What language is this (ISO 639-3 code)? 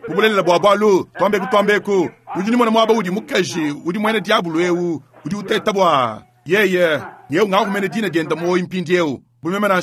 lua